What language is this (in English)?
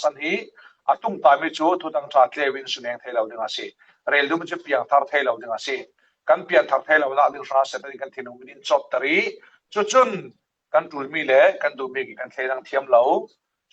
Falam Chin